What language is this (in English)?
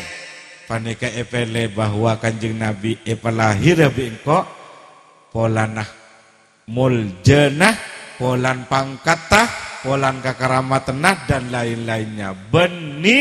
Madurese